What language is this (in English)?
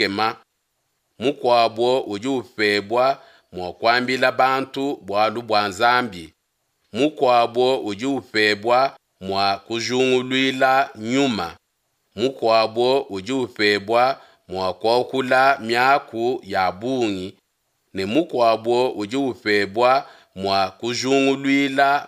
Luba-Lulua